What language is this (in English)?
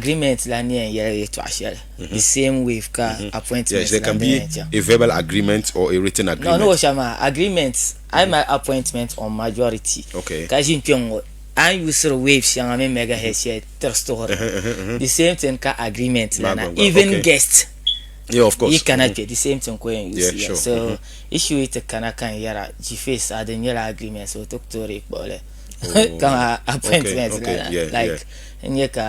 Dagbani